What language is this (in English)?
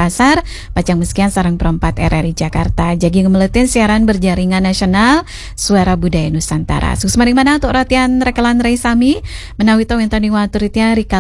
Balinese